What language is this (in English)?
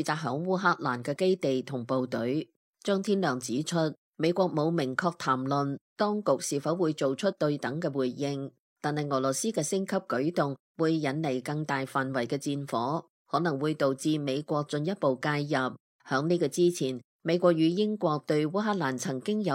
Cantonese